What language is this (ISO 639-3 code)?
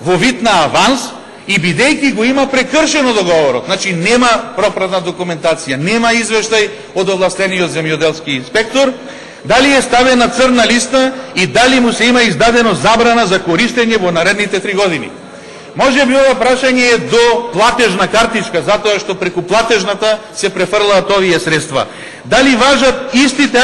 mkd